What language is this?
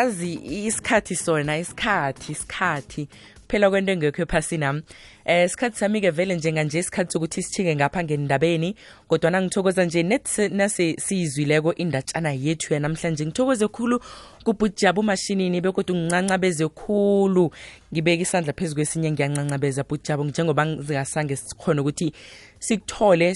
South Ndebele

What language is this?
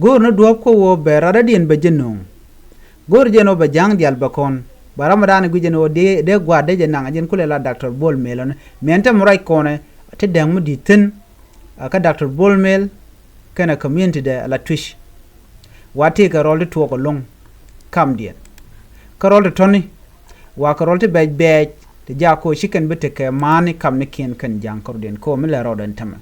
Nuer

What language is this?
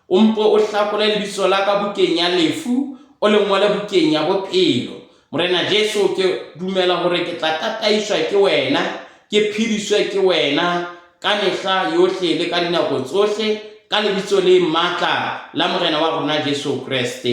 Southern Sotho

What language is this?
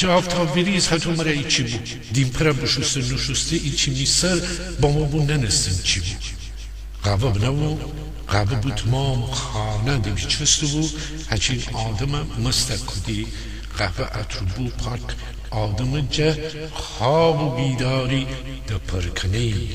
Gilaki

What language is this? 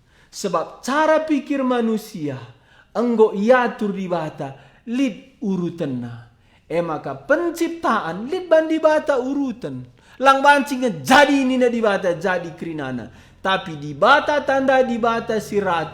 Batak Karo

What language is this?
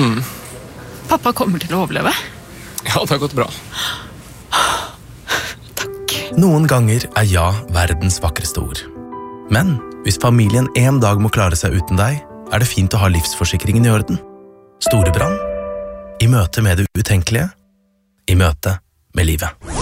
Norwegian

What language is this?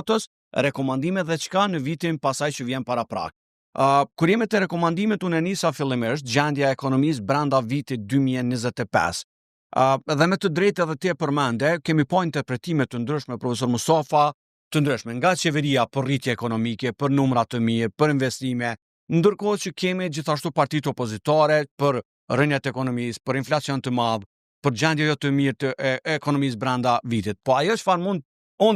Albanian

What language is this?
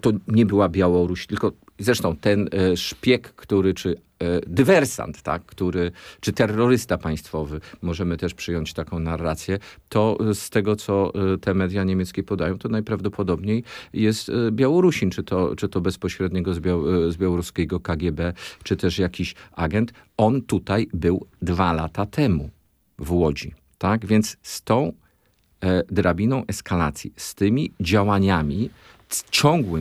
Polish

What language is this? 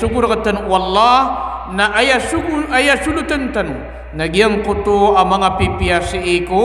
Maranao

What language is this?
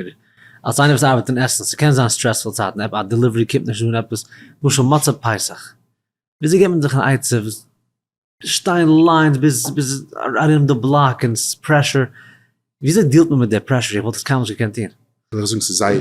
Yiddish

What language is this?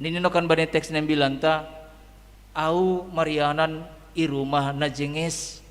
Batak Simalungun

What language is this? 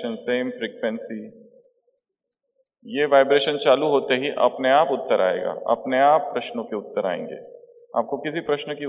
Hindi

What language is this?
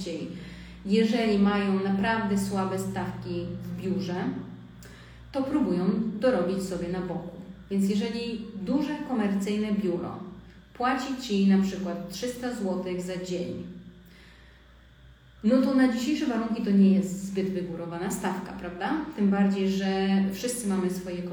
Polish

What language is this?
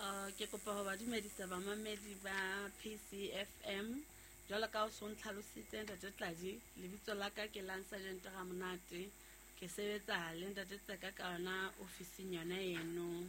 Southern Sotho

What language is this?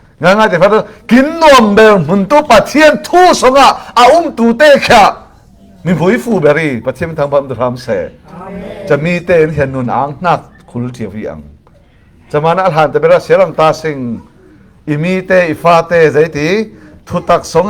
Falam Chin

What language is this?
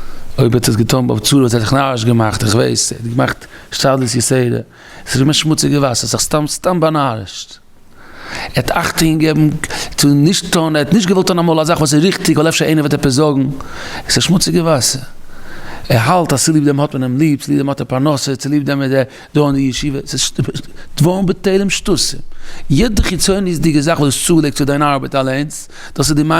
Yiddish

